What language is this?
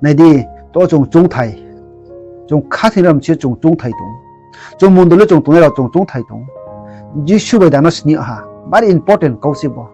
Riang (India)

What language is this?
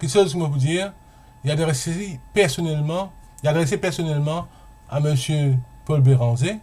Morisyen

